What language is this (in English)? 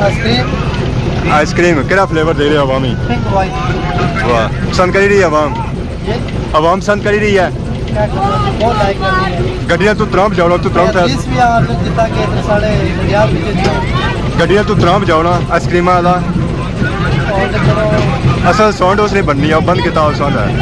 Pahari-Potwari